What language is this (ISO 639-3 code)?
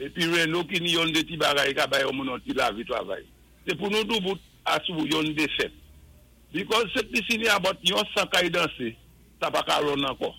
acf